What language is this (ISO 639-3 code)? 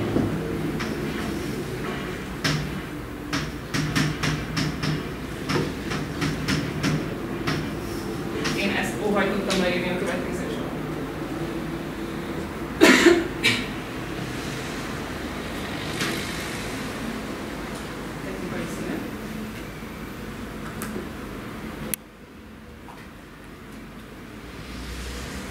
hun